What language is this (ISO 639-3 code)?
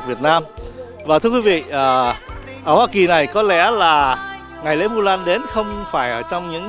vie